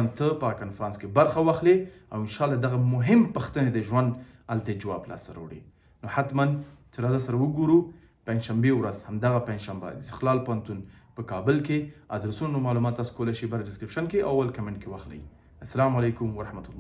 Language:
Pashto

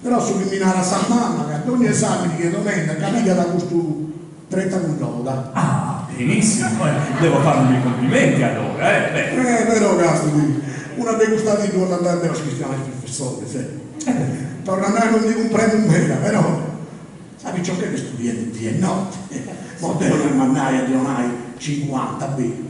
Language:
Sardinian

